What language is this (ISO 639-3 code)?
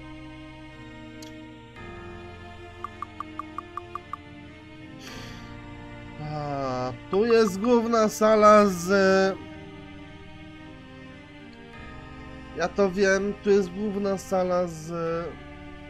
pol